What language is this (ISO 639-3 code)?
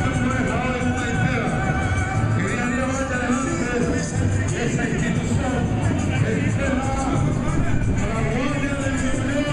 grn